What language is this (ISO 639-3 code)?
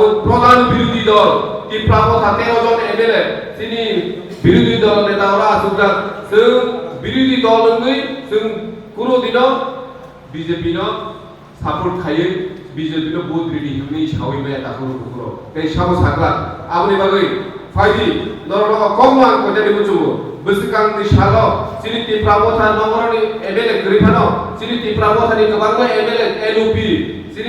trp